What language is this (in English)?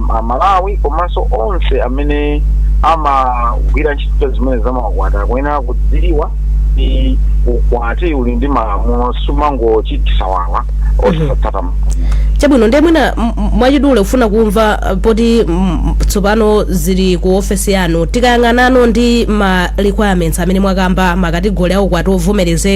Nyanja